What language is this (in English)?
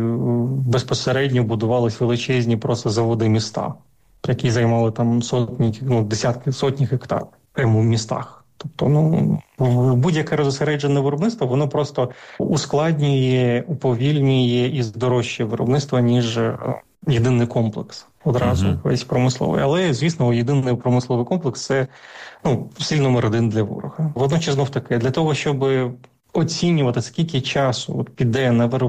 Ukrainian